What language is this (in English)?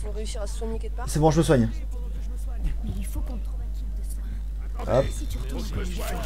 French